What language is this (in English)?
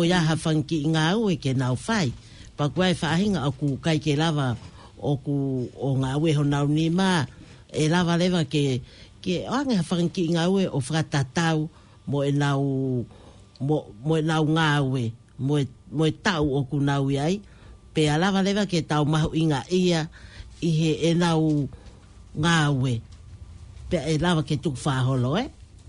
Tongan